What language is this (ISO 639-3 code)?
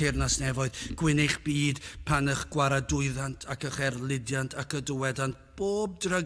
cym